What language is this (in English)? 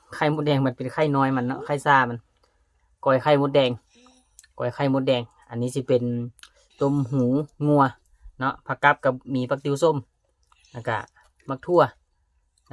Lao